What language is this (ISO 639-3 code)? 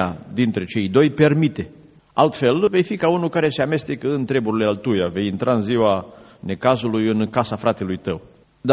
ron